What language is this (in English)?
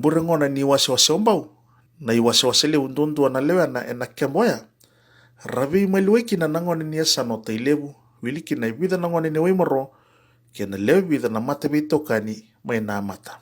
Fijian